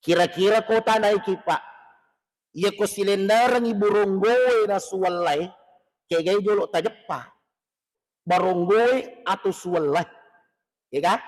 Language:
Buginese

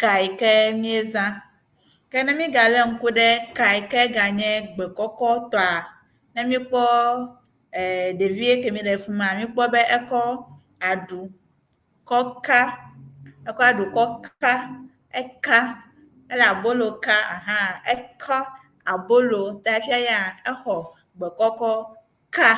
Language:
Ewe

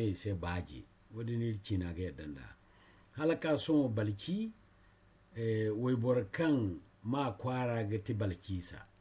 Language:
Zarma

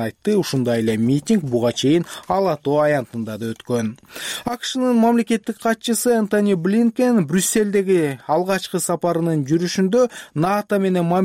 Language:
Kyrgyz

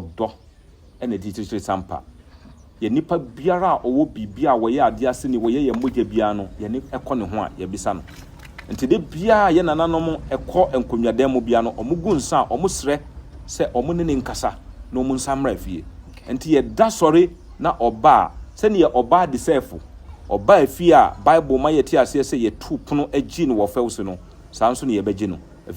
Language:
Akan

